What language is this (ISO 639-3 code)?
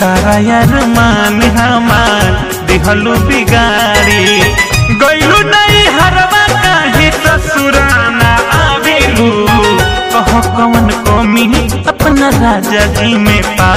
bho